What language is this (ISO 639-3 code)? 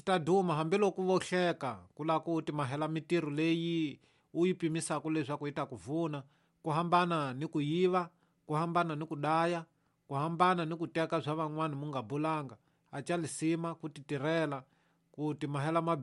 tso